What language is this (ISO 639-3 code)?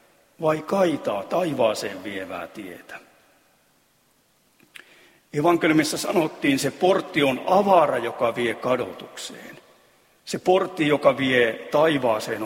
fin